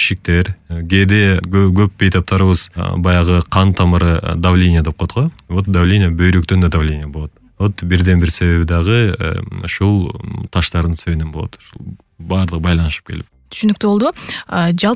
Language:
Kyrgyz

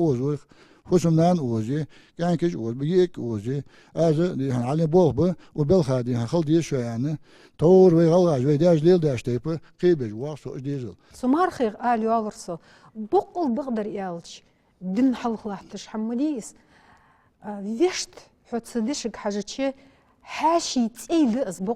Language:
Ingush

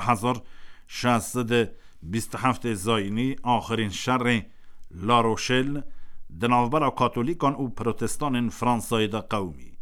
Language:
Kurdish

